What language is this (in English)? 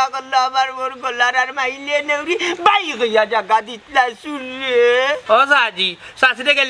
Sylheti